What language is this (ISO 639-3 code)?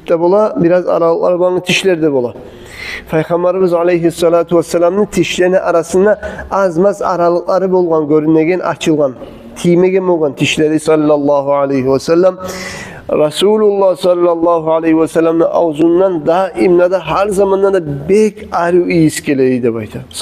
kum